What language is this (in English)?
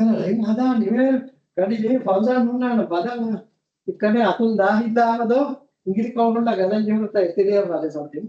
Divehi